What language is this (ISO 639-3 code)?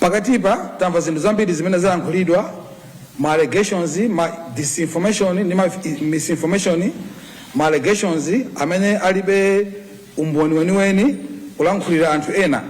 nya